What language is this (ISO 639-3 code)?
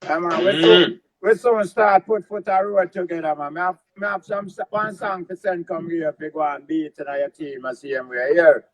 jam